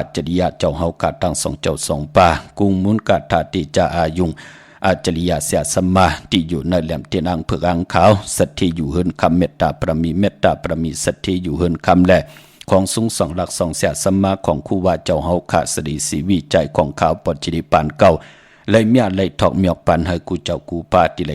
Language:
Shan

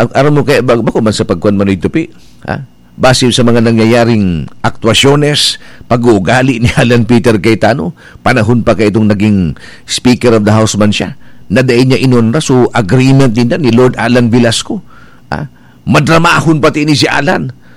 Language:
Bikol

